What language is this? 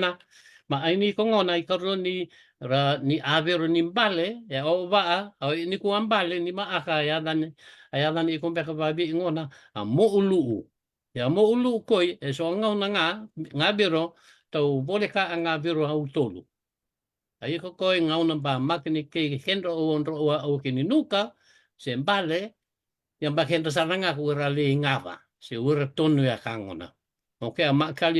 Fijian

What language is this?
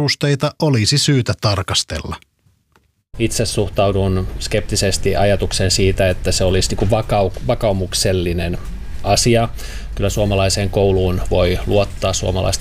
Finnish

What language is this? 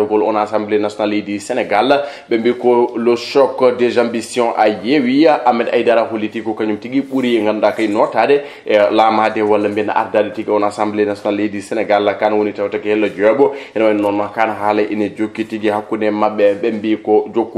Fula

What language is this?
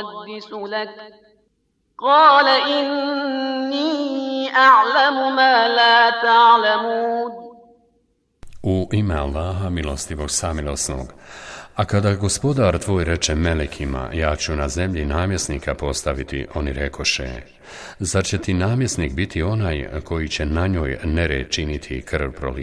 Bosnian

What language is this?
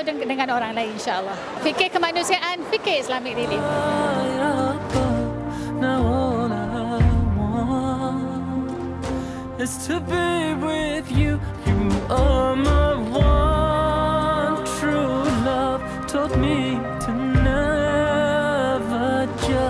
Malay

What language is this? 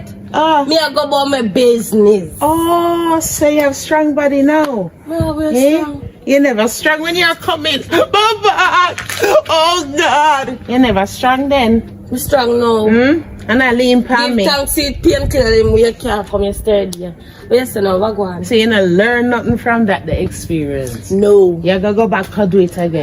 Jamaican Creole English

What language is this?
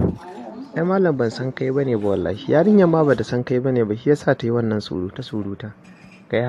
Hausa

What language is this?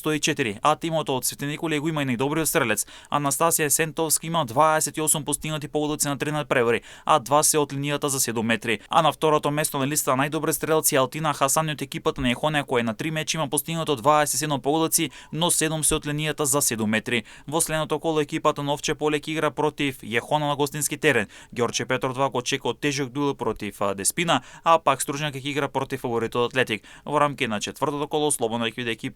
Macedonian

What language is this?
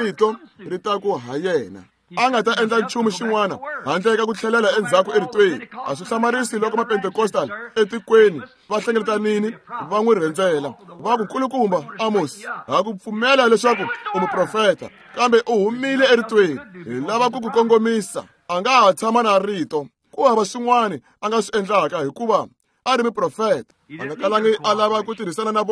Tsonga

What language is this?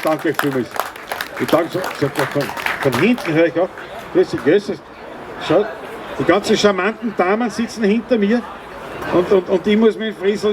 Bavarian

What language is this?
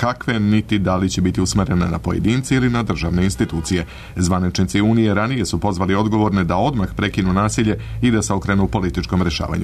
Serbian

